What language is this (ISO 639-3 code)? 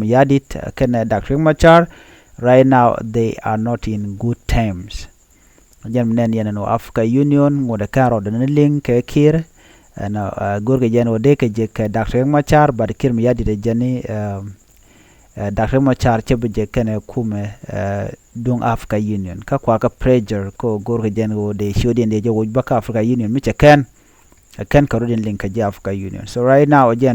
nus